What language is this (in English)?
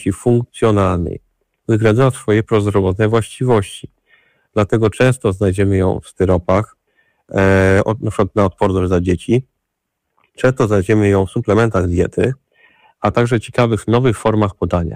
Polish